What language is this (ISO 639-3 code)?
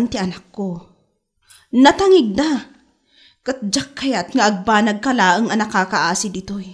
ilo